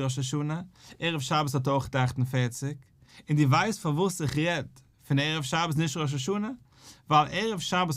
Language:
Yiddish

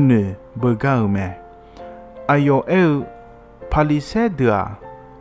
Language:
Akha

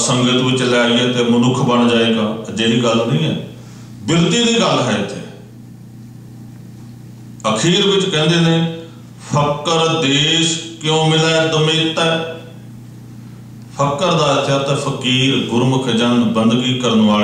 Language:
Punjabi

